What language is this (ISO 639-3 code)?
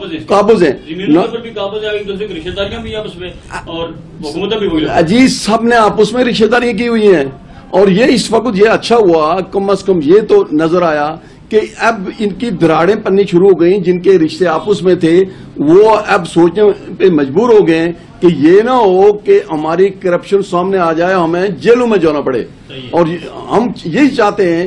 urd